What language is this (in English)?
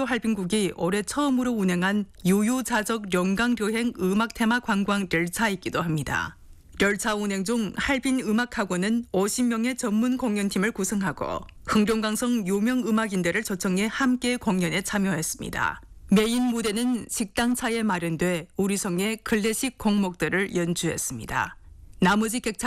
Korean